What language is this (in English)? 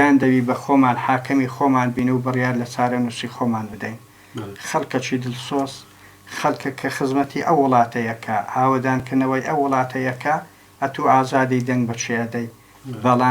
Central Kurdish